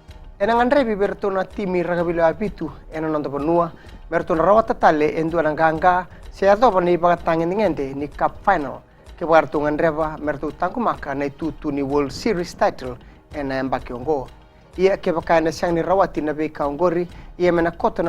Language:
Fijian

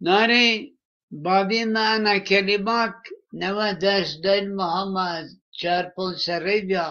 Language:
Zaza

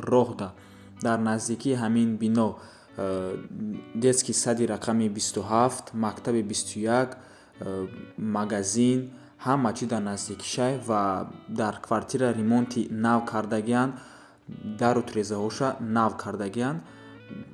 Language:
Tajik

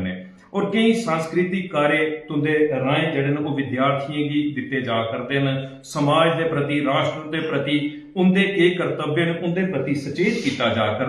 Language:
Dogri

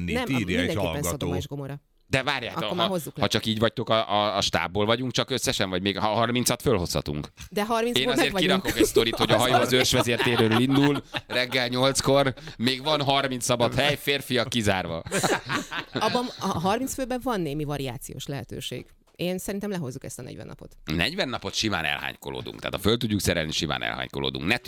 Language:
Hungarian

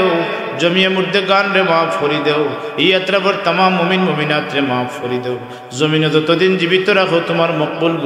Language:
Sylheti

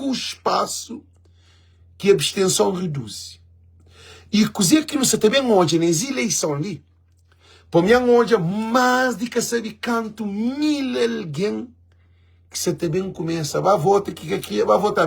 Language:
Kabuverdianu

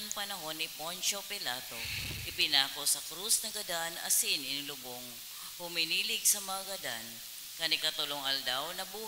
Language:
Bikol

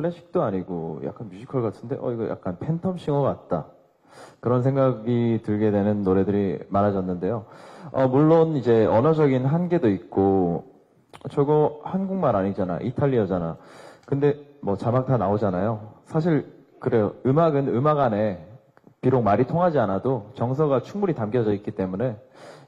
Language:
Korean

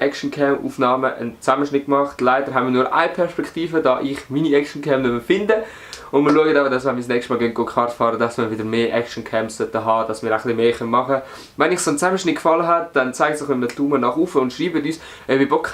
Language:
Swiss German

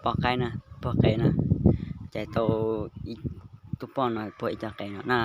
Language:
Hmong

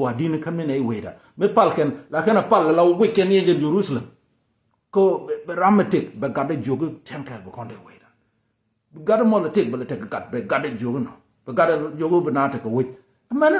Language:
Nuer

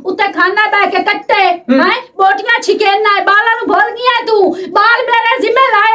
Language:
Punjabi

